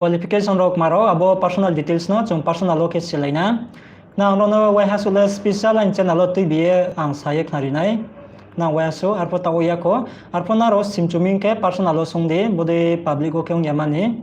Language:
Riang (India)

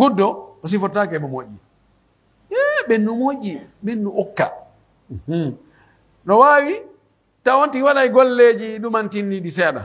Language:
Pular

